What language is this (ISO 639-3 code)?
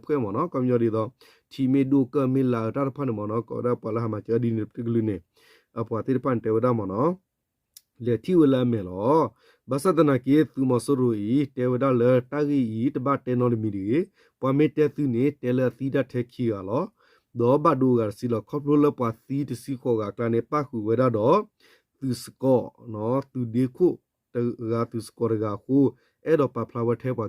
ksw